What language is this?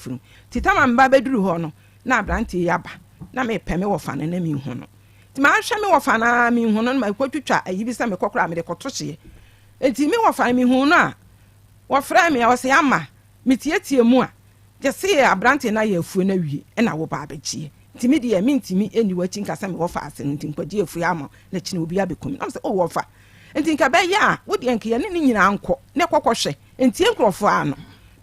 Akan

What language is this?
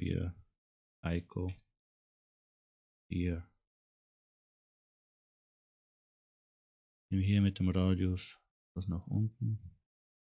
German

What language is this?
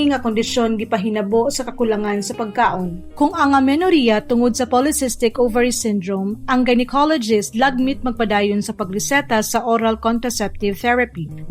Cebuano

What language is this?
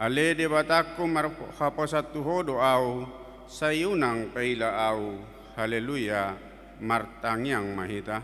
Batak Toba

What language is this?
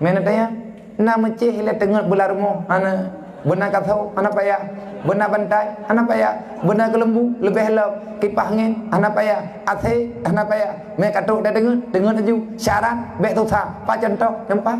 Achinese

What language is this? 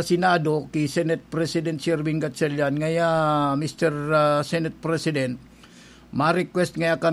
Bikol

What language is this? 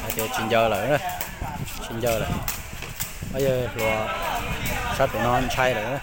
Hmong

